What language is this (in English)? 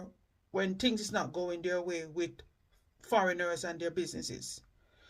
Jamaican Creole English